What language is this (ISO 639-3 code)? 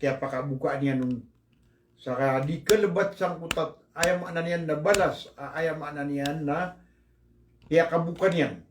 mrw